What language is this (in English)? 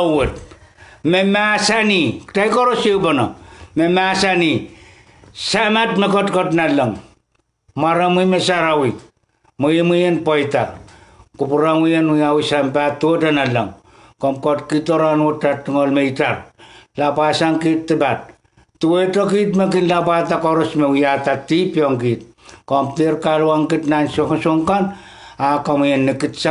Pohnpeian